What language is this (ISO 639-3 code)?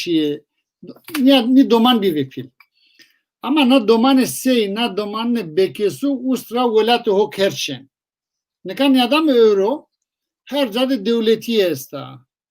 zza